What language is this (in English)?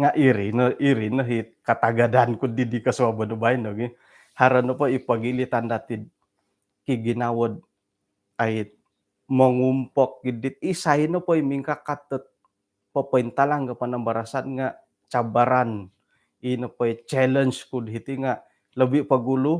Central Dusun